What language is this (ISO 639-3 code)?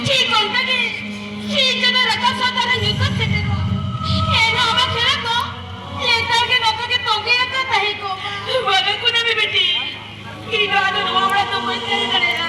sat